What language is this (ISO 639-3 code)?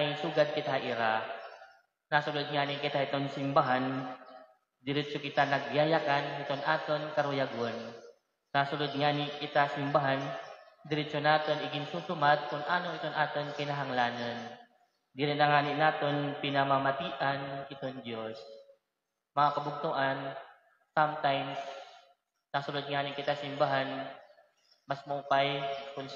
war